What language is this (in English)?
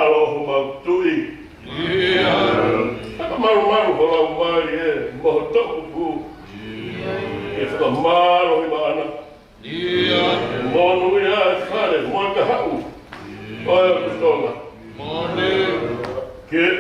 Tongan